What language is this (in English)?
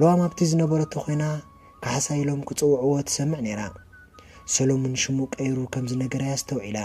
Tigrinya